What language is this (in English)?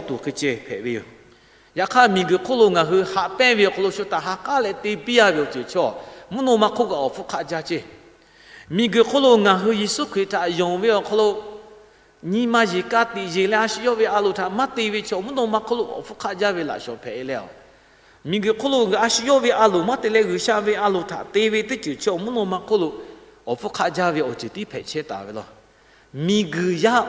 Lahu